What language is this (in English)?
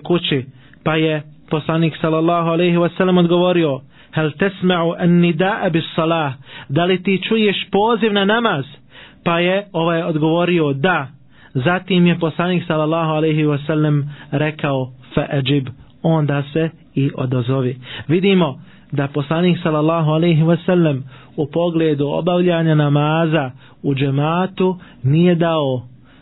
Bosnian